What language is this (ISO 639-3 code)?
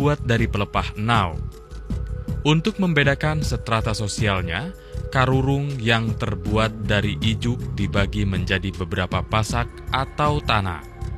ind